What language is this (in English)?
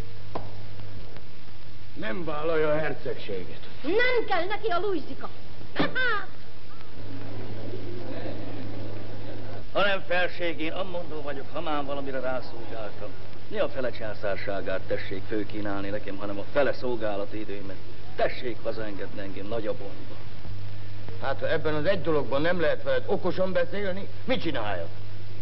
Hungarian